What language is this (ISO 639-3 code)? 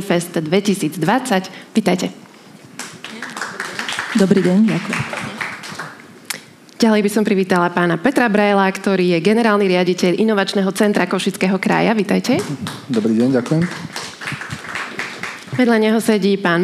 slk